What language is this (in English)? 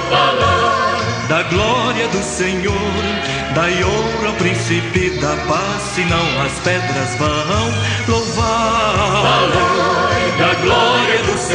Portuguese